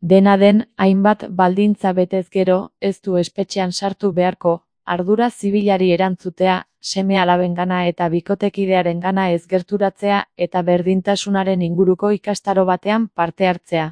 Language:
Basque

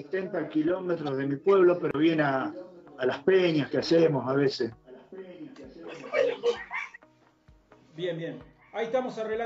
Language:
Spanish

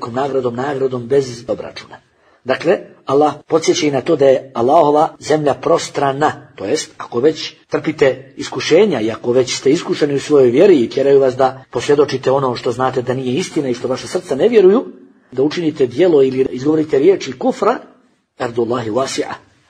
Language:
Bosnian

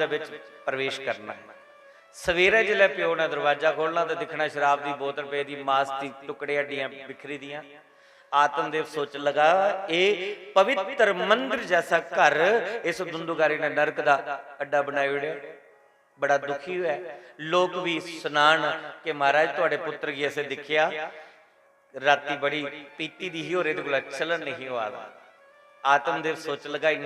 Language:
Dogri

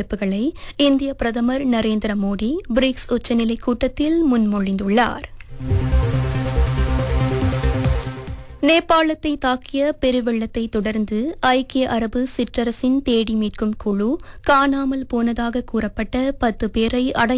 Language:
Tamil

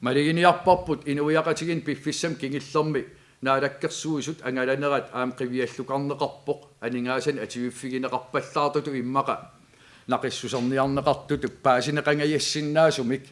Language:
Kalaallisut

